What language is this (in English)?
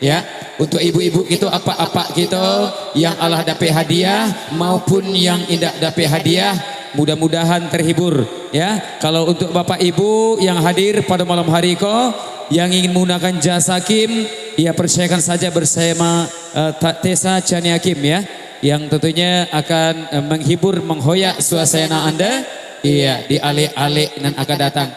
Minangkabau